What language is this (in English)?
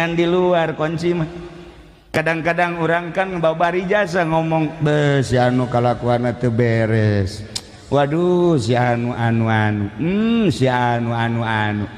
Sundanese